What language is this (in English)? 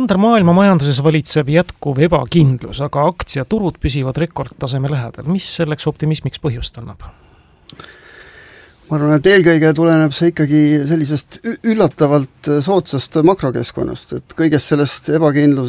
Estonian